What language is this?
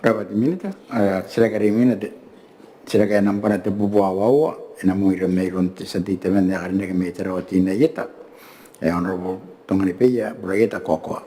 Gilbertese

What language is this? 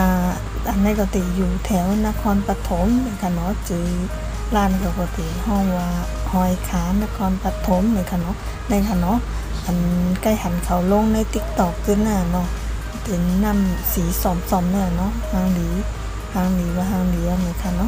Shan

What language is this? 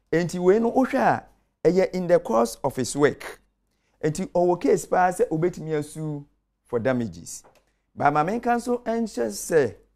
Akan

